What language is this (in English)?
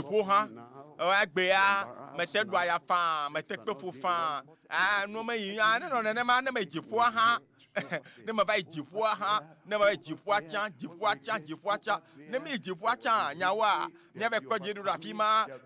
Ewe